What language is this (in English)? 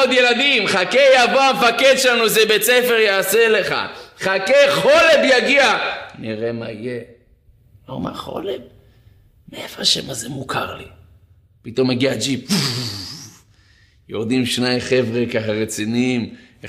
Hebrew